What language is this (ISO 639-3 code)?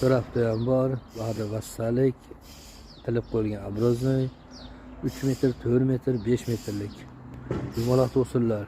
uzb